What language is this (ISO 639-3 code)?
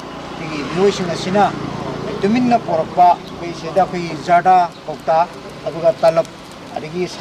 mni